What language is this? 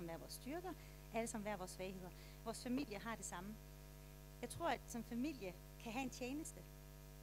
Danish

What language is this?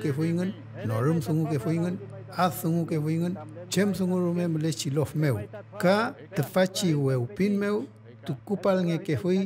Mapuche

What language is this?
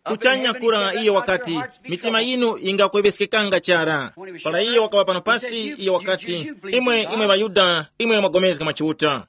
Tumbuka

